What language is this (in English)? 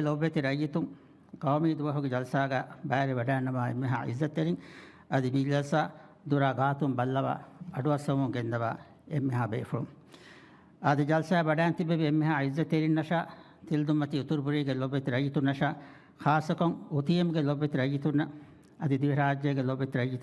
Divehi